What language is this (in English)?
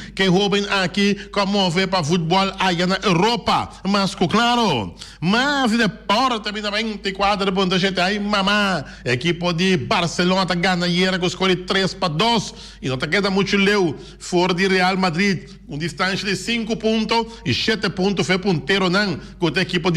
Papiamento